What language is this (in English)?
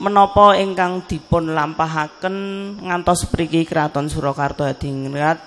Javanese